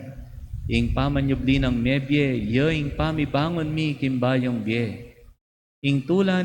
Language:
Pampanga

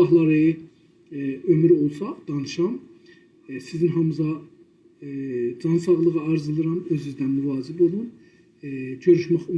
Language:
South Azerbaijani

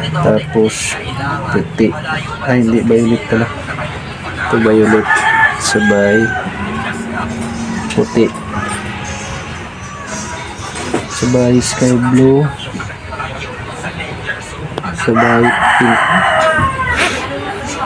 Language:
Filipino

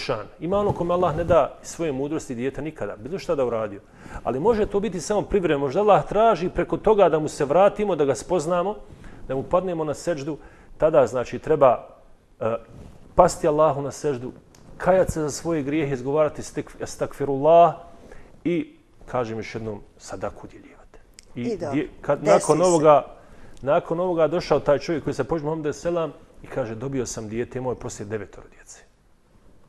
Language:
Bosnian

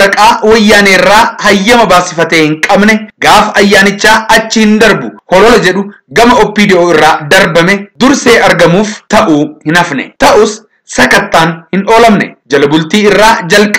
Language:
Oromo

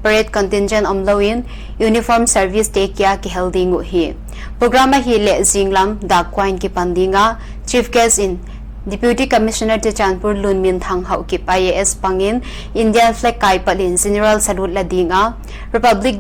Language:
Paite Chin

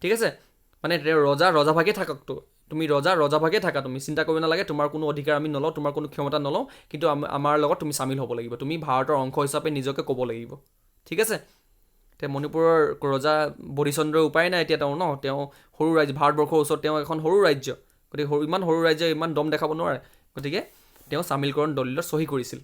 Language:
Assamese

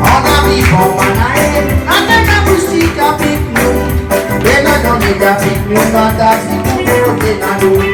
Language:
Réunion Creole French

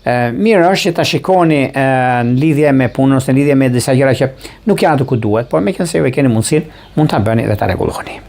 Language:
Albanian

